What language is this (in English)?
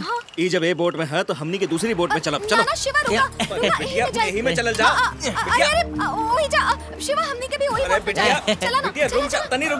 Bhojpuri